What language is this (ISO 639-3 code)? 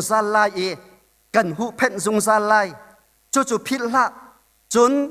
cnh